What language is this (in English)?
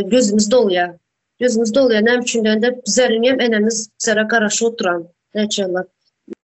Turkmen